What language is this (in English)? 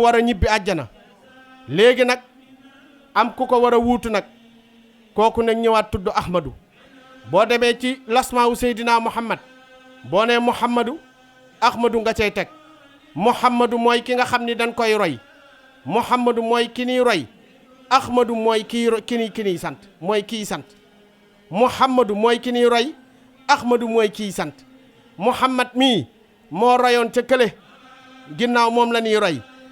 Wolof